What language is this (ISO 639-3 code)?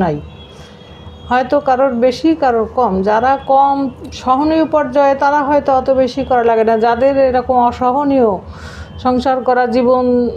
ben